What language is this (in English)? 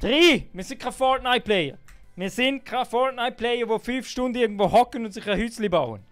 Swiss German